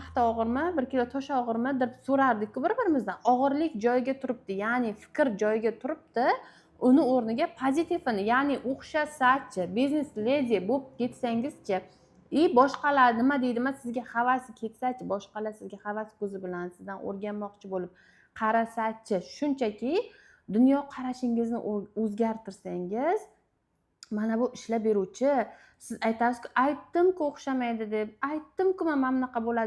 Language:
Uzbek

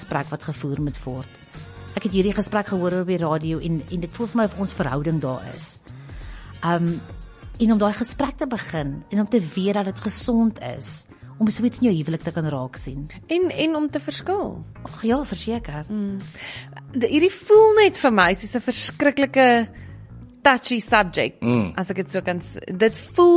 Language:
Afrikaans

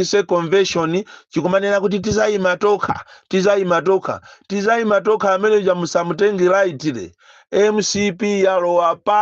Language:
Nyanja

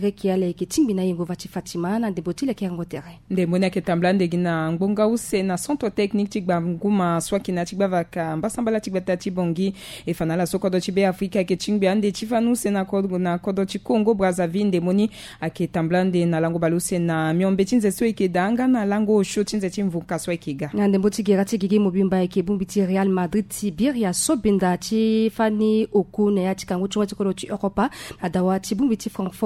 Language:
Sango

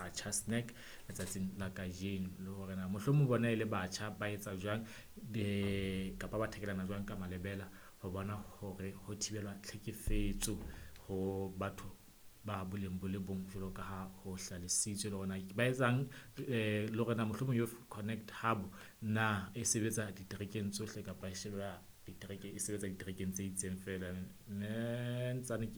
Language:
Southern Sotho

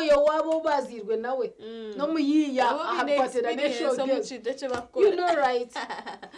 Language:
Nyankole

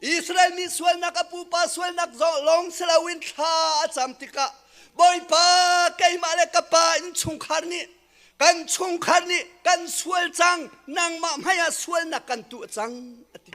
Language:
Hakha Chin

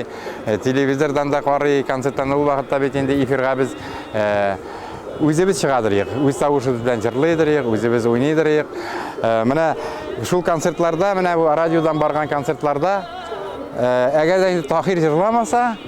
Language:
Tatar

